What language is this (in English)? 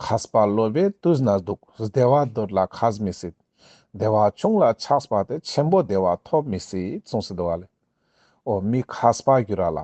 Ladakhi